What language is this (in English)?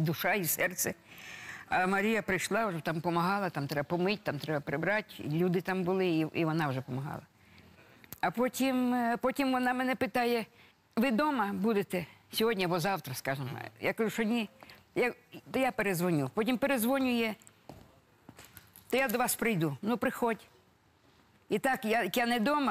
Ukrainian